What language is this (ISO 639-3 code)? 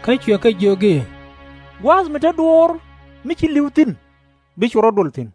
nus